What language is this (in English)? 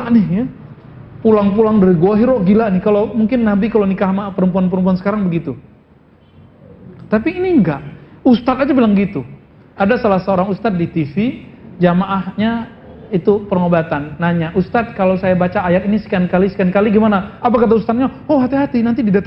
Indonesian